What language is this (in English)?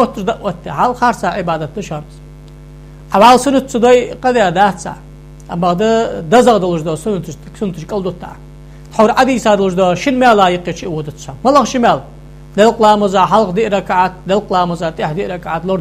Ingush